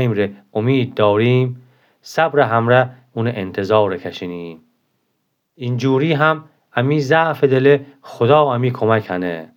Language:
Gilaki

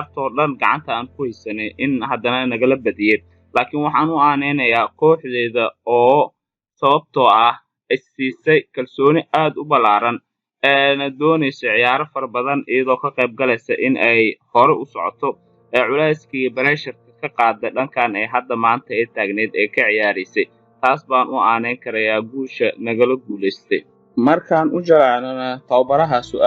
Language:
Somali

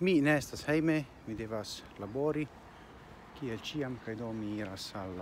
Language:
Esperanto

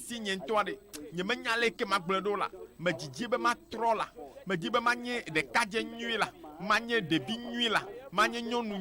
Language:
Ewe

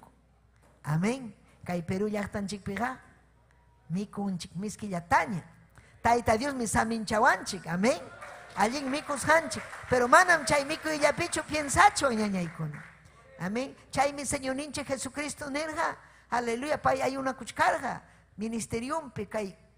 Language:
Ayacucho Quechua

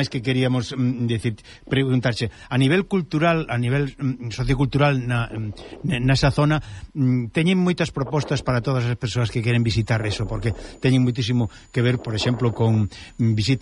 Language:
Galician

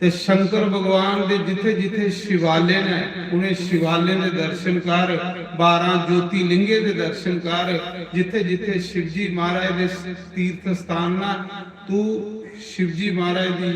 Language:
Dogri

